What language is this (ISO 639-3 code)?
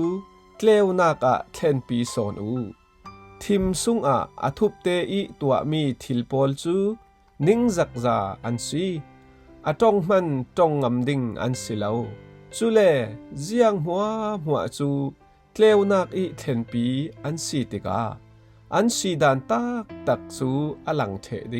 cfm